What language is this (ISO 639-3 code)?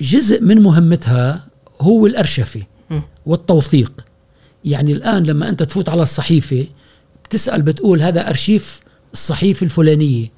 afb